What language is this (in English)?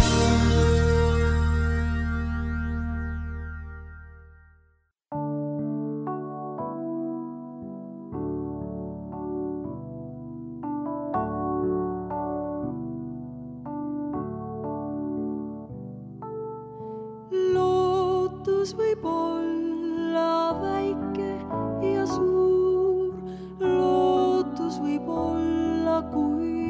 Estonian